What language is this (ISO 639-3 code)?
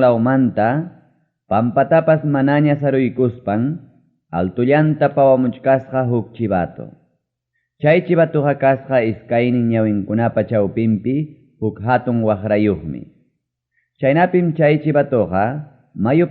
quy